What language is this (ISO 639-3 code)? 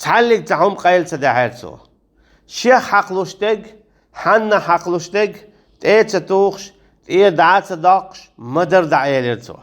che